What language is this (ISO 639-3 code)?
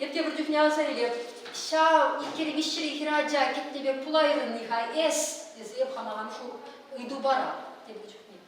chv